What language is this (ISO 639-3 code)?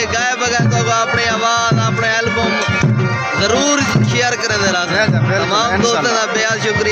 skr